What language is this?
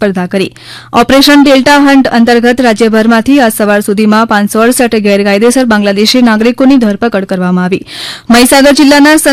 Gujarati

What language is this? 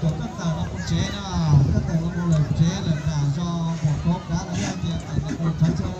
Hmong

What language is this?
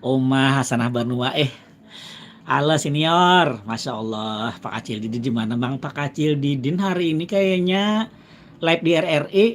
Banjar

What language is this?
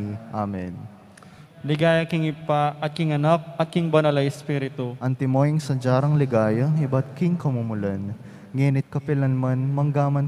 Pampanga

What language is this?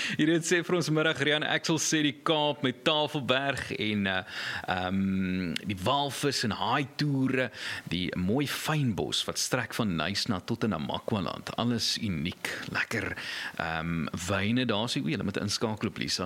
Afrikaans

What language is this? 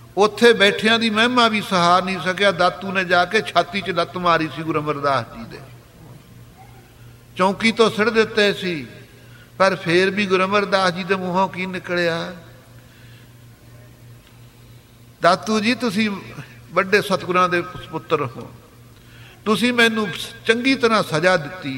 Punjabi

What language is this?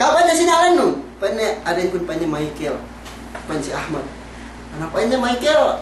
Yakan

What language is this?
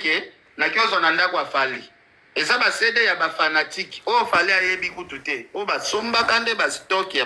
Lingala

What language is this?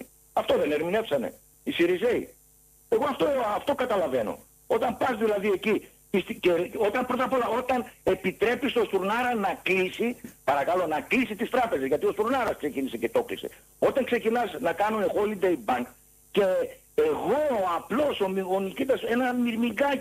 Greek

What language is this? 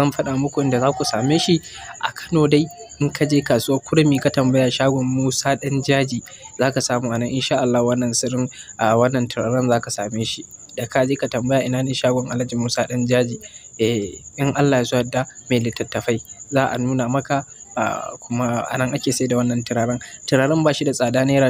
Hausa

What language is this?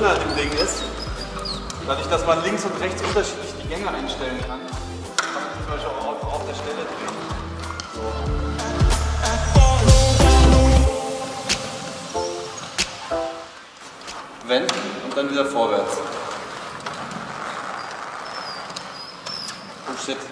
German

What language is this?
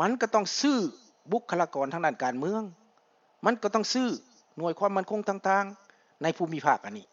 Lao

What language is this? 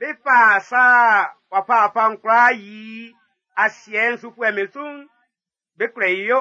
Baoulé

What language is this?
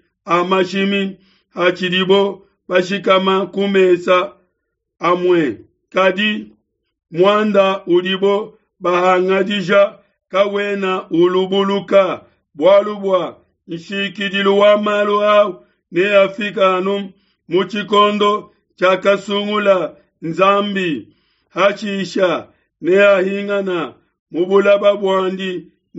Luba-Lulua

